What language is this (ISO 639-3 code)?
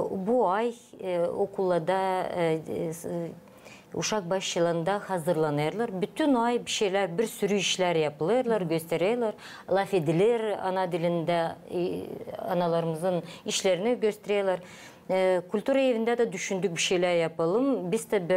gag